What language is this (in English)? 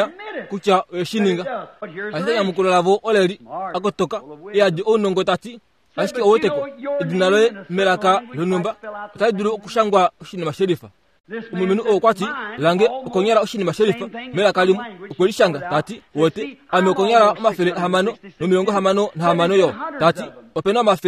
Kuanyama